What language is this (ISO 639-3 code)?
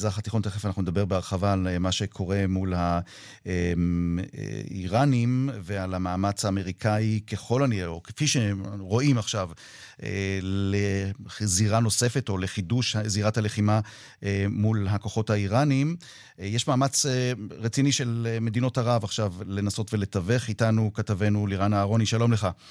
heb